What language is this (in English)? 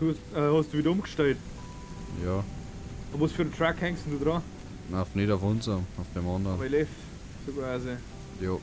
Bavarian